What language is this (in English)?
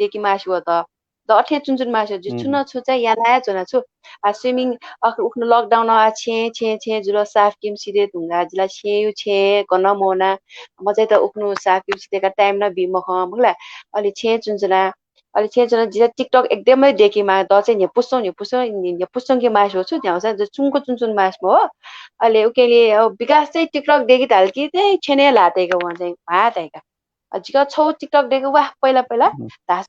Newari